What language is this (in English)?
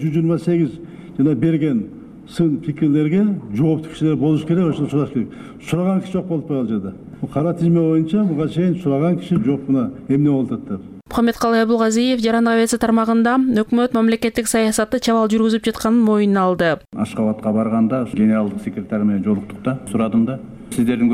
Kyrgyz